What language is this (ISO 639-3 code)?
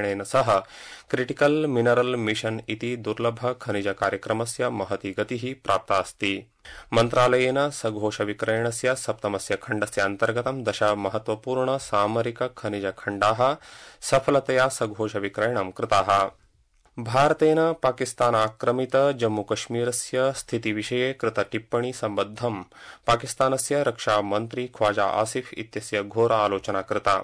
san